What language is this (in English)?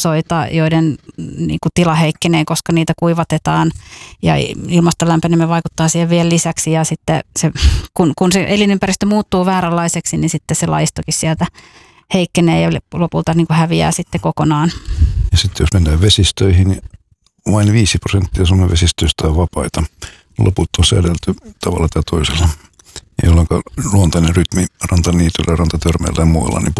Finnish